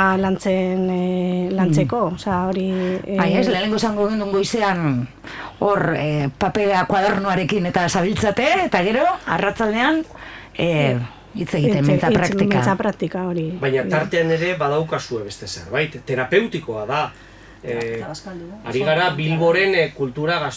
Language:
Basque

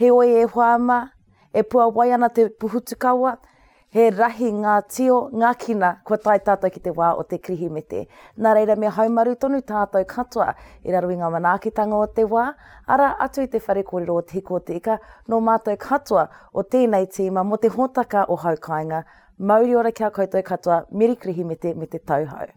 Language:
Māori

